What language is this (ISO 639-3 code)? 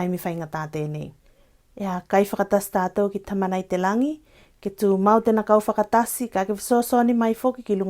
tvl